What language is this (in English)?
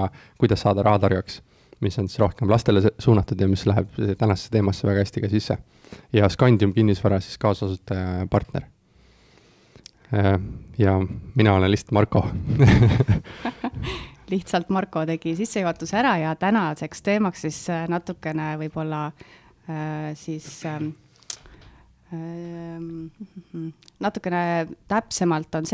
Estonian